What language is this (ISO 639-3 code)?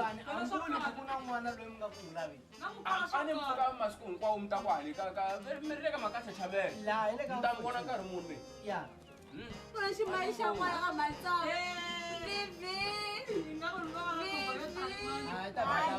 tso